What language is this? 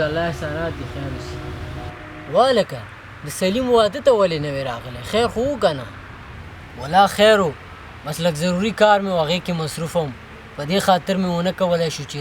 Pashto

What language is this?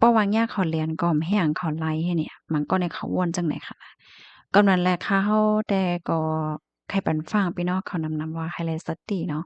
Shan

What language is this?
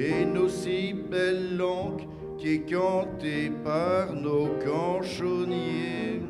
Picard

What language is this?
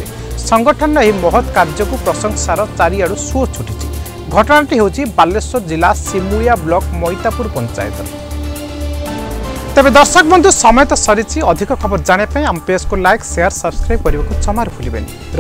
Odia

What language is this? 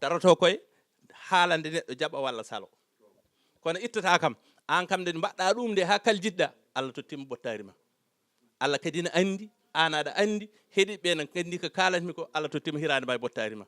Fula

